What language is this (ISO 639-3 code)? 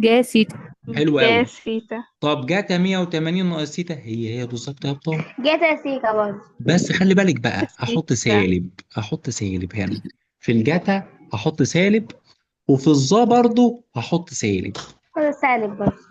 arz